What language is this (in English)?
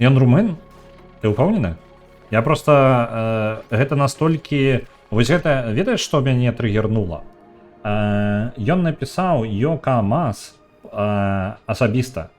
Belarusian